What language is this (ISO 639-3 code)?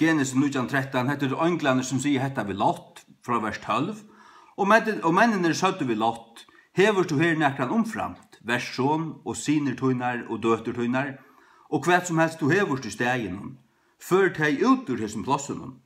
fao